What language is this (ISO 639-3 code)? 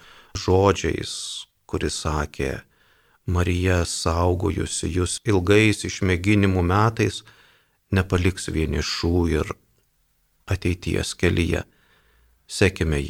lit